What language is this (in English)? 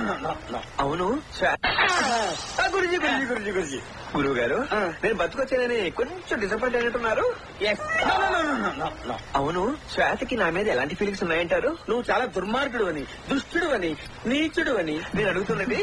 Telugu